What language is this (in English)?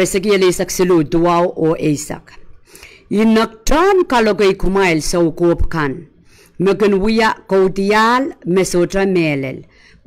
Pohnpeian